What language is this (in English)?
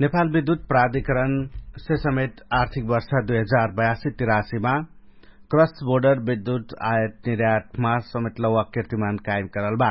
Dangaura Tharu